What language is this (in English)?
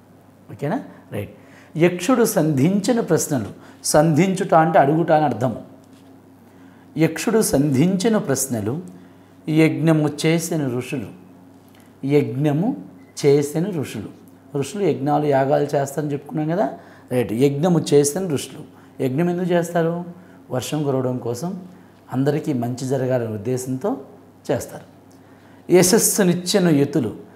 Telugu